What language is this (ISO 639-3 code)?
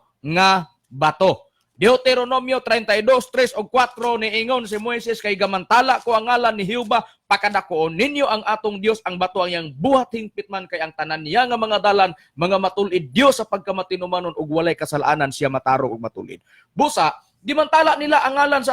ceb